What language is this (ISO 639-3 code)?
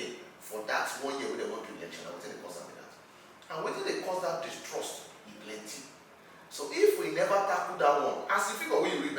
pcm